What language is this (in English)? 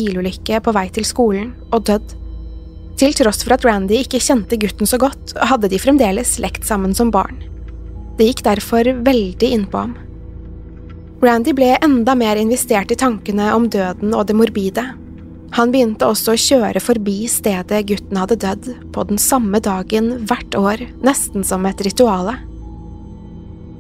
Norwegian